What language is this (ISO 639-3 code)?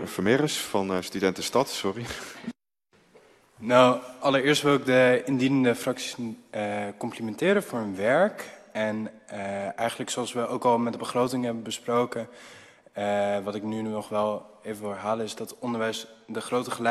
nld